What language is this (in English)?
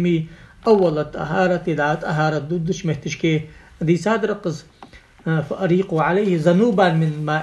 Ingush